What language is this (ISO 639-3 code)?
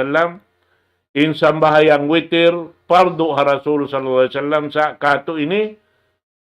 tsg